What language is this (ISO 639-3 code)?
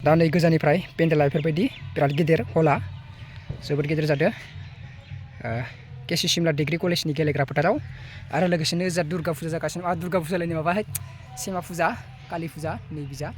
brx